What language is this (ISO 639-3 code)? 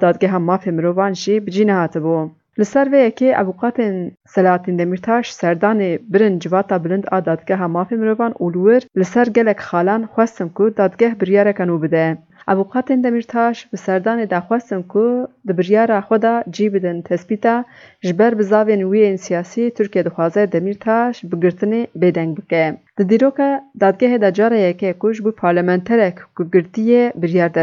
kur